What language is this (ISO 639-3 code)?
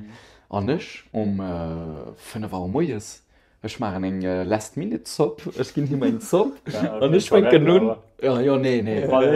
ltz